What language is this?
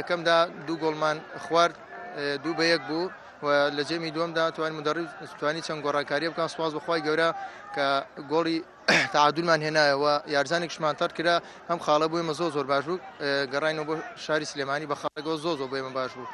Central Kurdish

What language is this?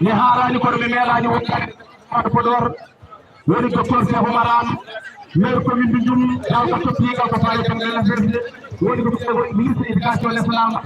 Fula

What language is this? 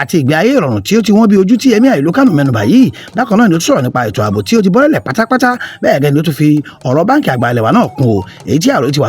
Yoruba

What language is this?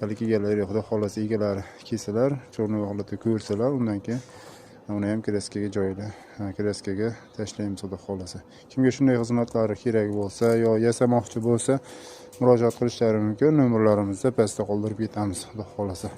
Uzbek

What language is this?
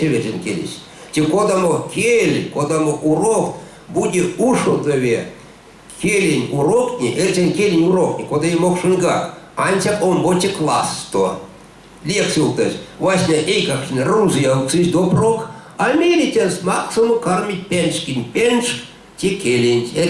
Erzya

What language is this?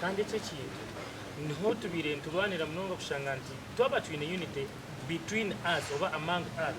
Nyankole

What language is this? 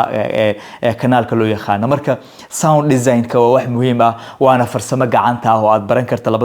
Somali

